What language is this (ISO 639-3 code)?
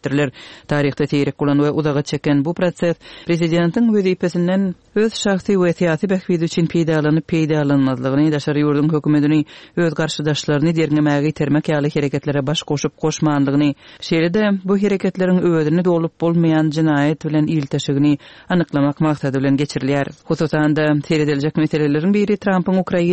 kir